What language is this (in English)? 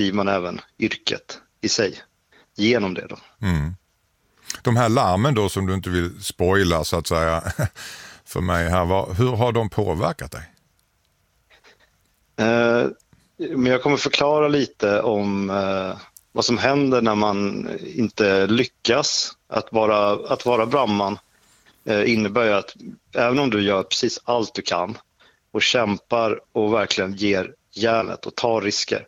Swedish